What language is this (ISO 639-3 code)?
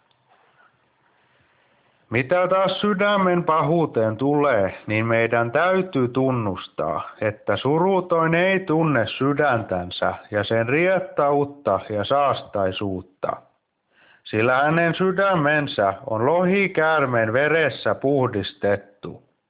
fin